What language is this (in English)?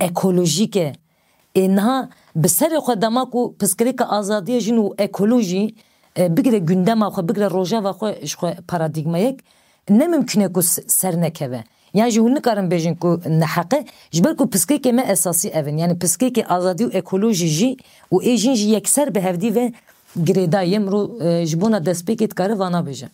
Kurdish